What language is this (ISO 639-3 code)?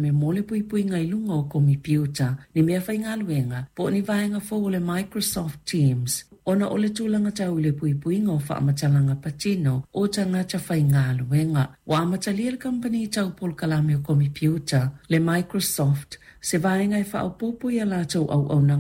smo